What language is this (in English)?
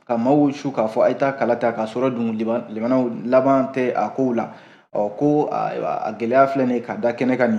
Bambara